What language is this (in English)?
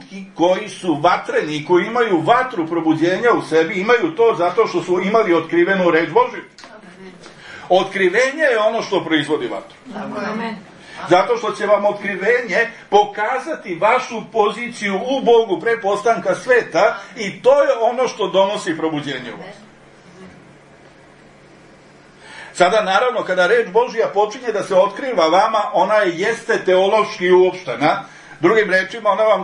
Serbian